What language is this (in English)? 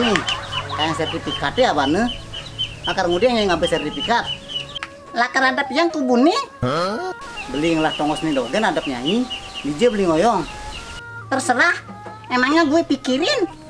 Balinese